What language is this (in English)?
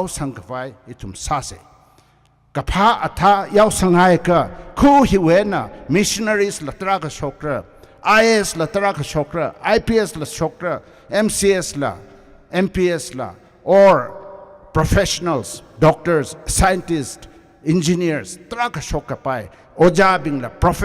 Tangkhul Naga (India)